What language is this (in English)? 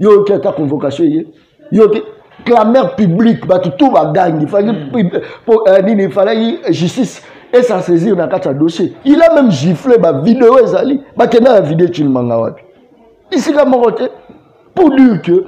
Lingala